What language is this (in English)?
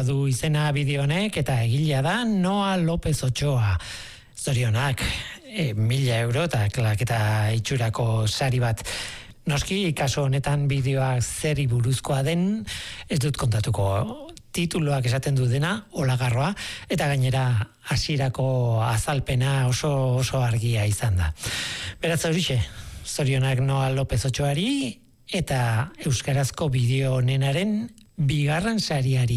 Basque